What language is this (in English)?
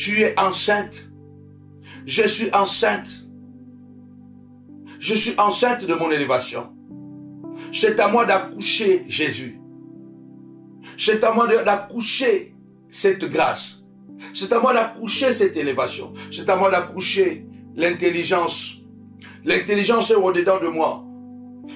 French